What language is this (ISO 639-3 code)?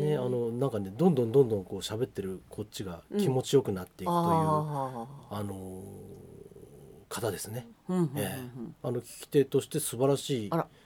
jpn